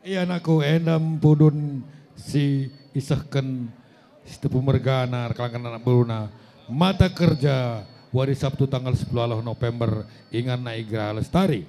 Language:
Batak Karo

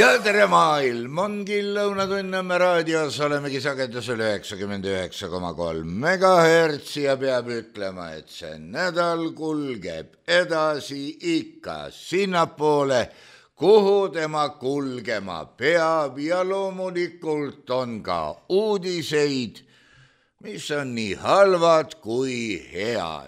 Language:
Estonian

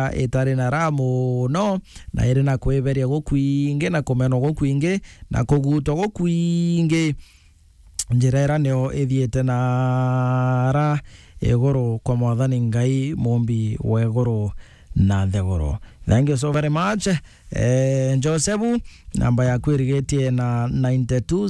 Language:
Meru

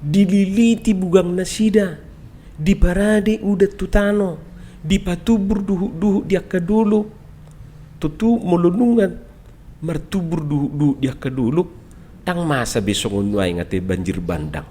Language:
Batak Toba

